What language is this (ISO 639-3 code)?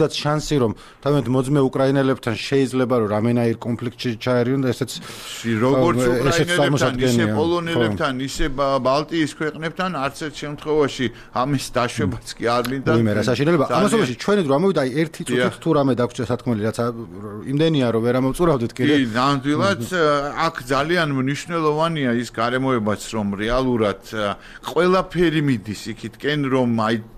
kat